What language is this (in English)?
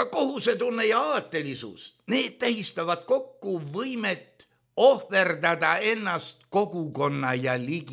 Estonian